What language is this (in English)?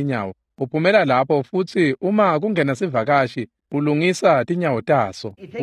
Swati